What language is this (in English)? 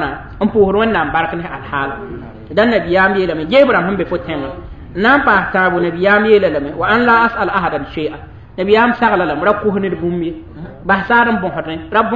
Mossi